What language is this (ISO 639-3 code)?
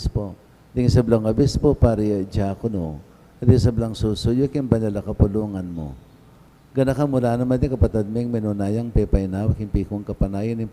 pam